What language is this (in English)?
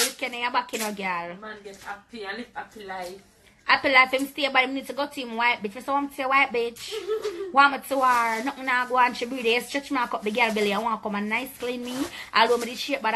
Jamaican Creole English